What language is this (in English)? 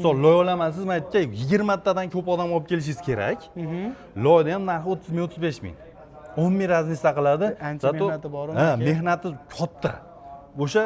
Uzbek